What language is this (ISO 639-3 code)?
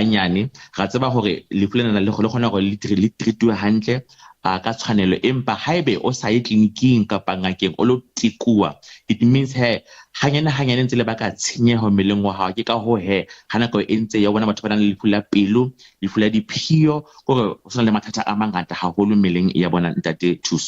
sot